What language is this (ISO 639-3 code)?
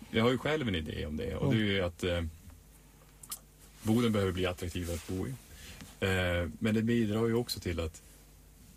swe